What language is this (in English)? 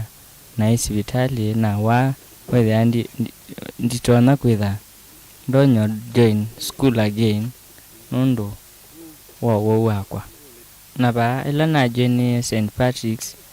Kamba